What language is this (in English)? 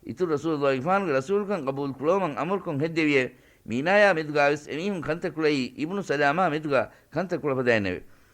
Divehi